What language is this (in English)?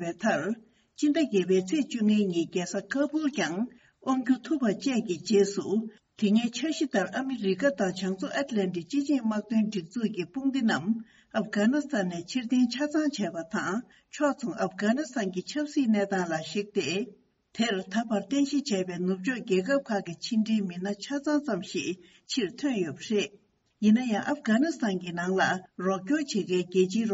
Tibetan